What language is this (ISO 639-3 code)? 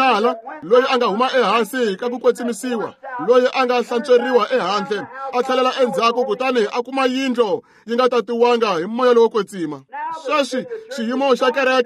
tso